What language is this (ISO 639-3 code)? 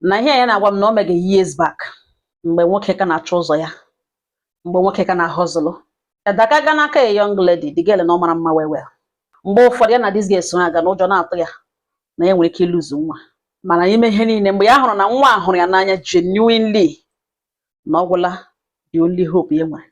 ibo